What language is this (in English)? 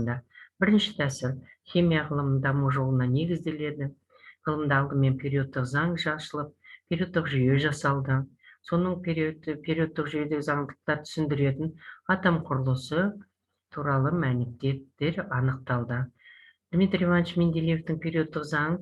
Kazakh